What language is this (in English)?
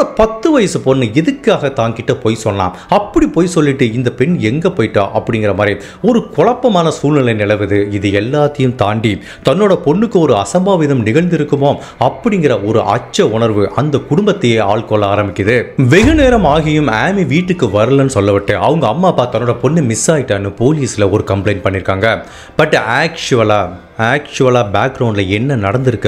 Tamil